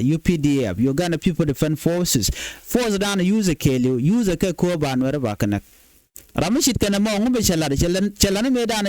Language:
Nuer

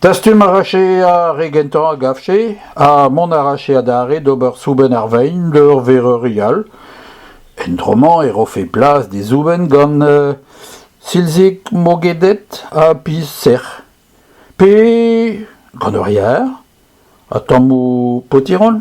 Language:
Breton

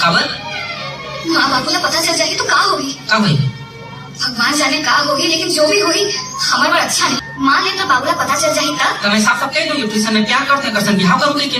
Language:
Chhattisgarhi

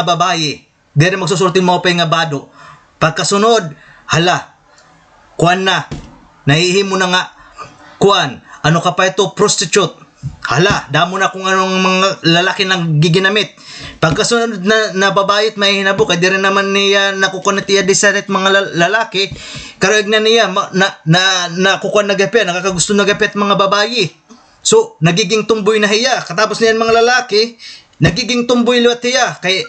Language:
Waray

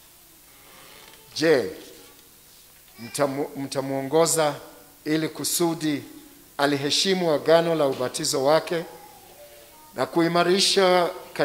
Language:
Swahili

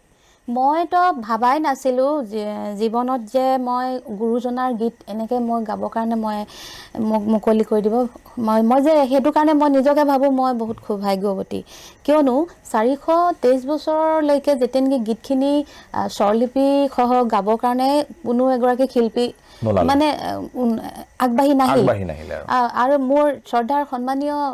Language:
Assamese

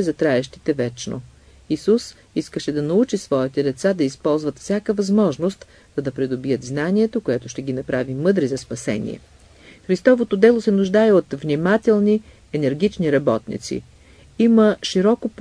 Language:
Bulgarian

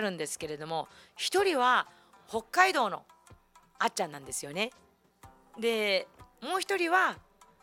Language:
Japanese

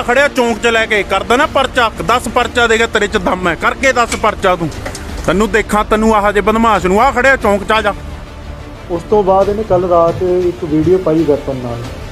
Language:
Punjabi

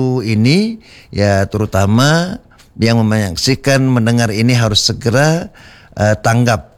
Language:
Indonesian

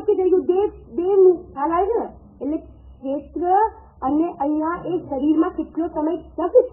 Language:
Gujarati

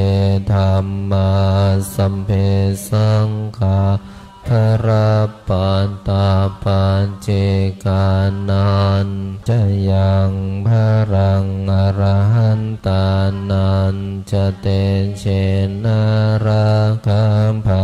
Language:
Pali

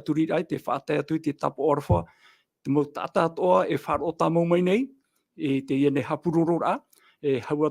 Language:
Tahitian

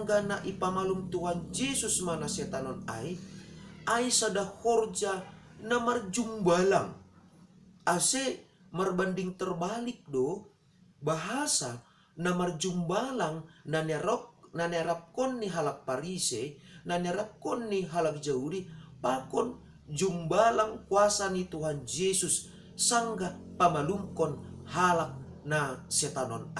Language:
Batak Simalungun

